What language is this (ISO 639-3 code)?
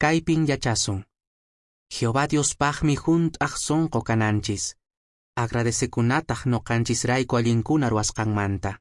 que